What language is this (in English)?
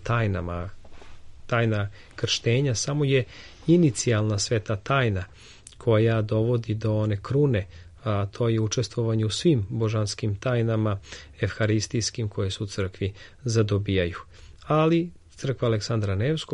Serbian